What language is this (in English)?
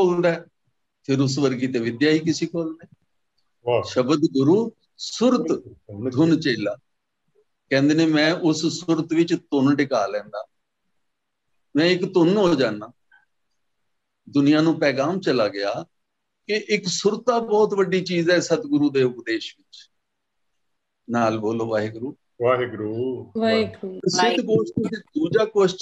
Punjabi